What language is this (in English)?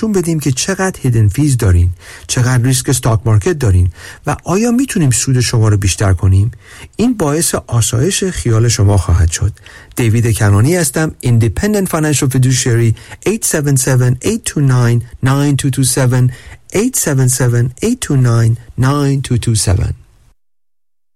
Persian